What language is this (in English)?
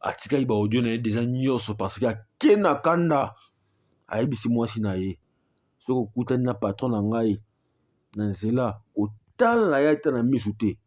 Lingala